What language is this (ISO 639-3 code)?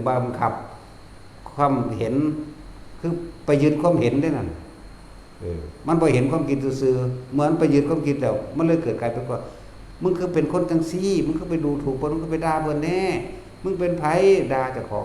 tts